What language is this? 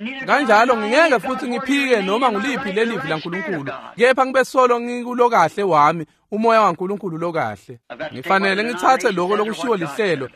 Swati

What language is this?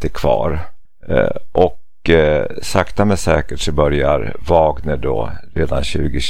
Swedish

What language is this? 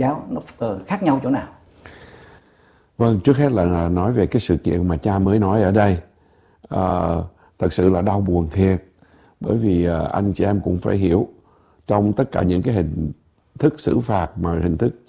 Vietnamese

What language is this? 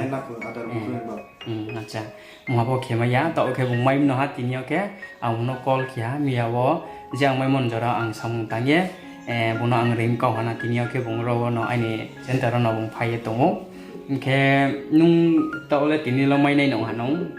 Riang (India)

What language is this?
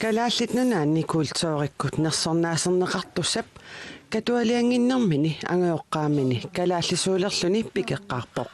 Kalaallisut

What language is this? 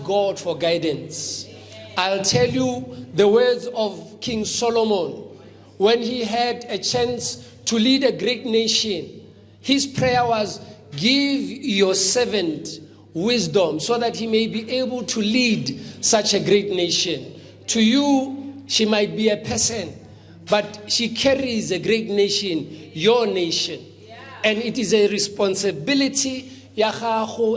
Northern Sotho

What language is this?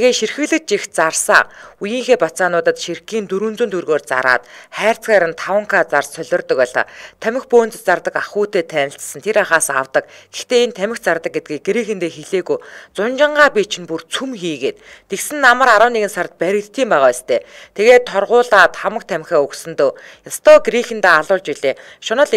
Mongolian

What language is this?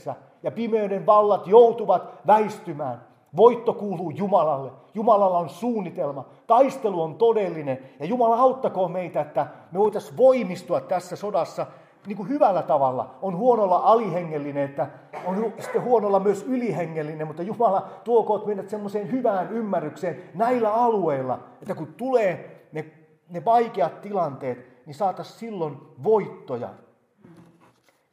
Finnish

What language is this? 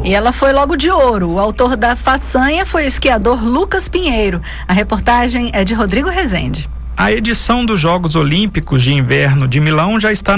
Portuguese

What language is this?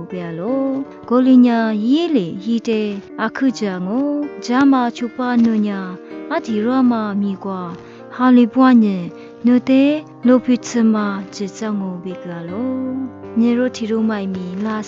Lisu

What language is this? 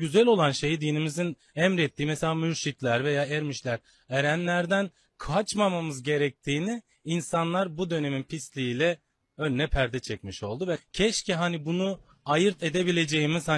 Turkish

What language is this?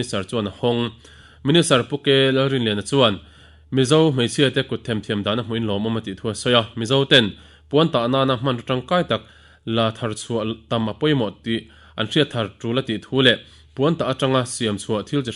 Mizo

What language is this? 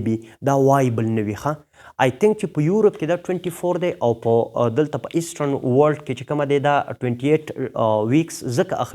Pashto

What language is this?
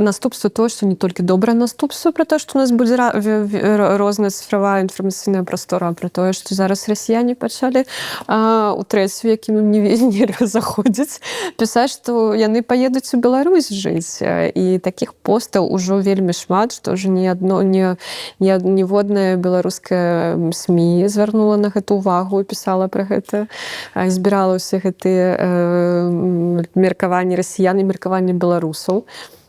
Belarusian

